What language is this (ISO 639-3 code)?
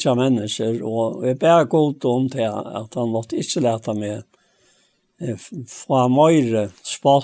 fao